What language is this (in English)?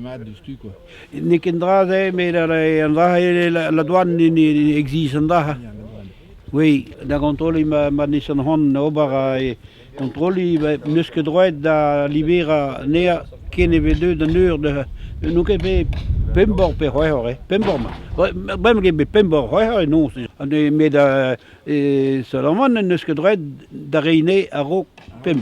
Breton